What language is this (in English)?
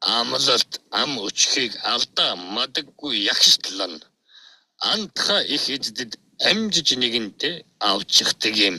Mongolian